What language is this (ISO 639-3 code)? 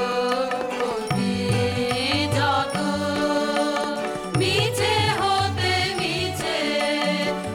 ben